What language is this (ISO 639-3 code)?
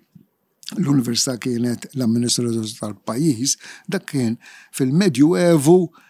mlt